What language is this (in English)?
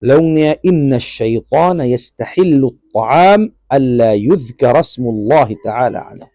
Tausug